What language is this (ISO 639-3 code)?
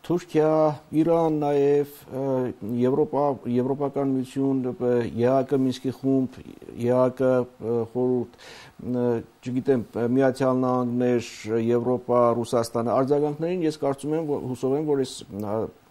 hye